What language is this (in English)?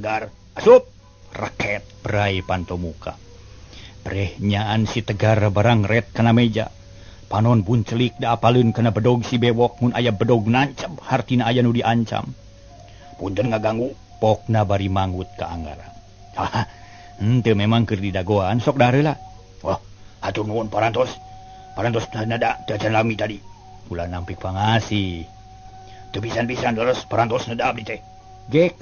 Sundanese